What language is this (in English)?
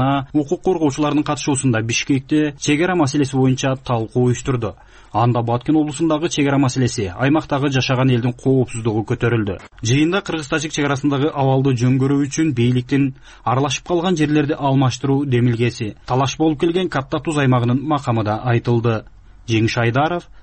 Kyrgyz